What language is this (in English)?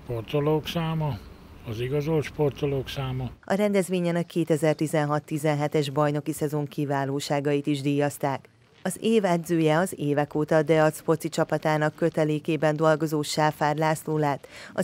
Hungarian